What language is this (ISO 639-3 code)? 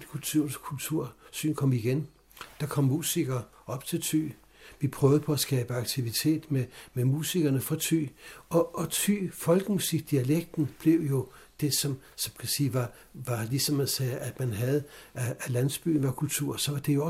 dan